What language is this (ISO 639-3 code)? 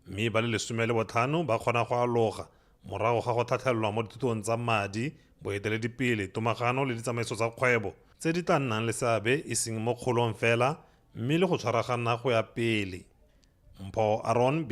tsn